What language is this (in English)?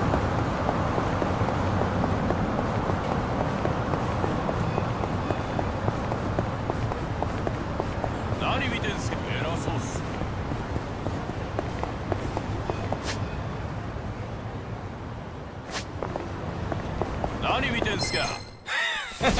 Japanese